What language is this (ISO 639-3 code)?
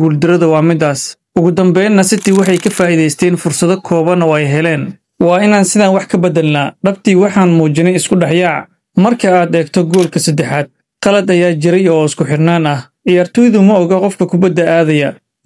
som